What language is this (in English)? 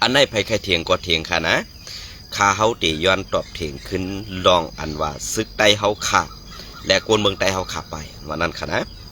Shan